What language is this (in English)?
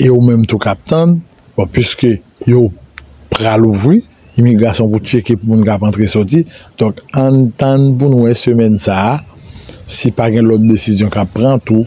Haitian Creole